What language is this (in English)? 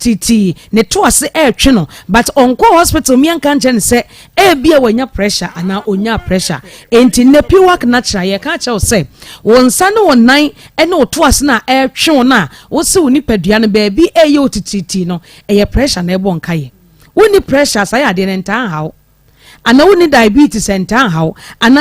Akan